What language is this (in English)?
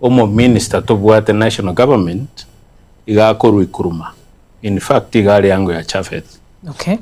Gusii